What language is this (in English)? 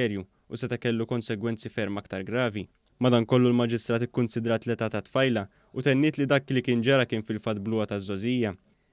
Maltese